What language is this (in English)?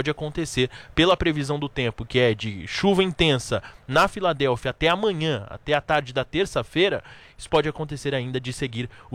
Portuguese